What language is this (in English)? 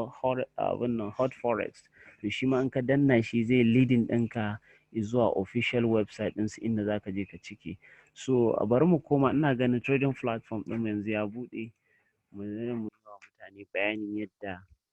Hausa